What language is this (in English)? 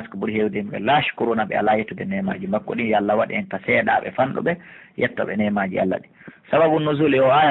Pular